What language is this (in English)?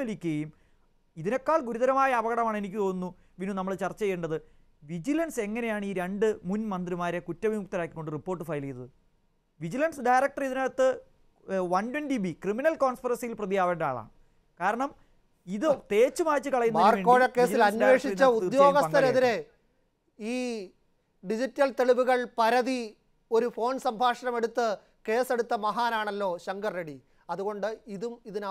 Malayalam